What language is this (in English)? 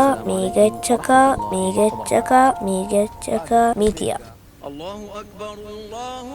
Divehi